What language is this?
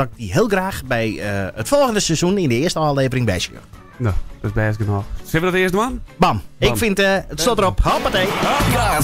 Western Frisian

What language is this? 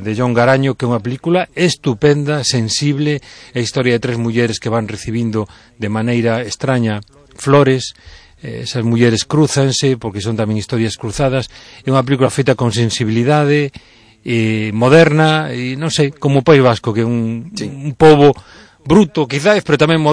Galician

